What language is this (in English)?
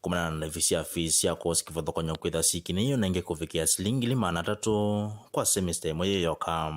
Kamba